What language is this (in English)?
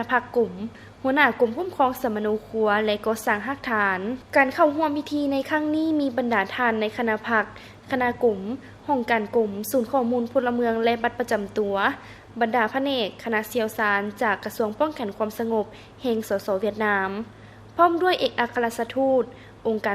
Lao